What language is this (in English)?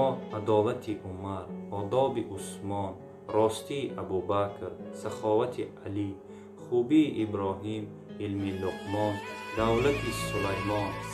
Tajik